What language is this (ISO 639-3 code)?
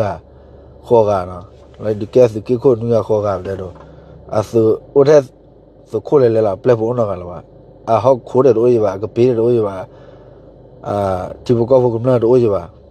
ksw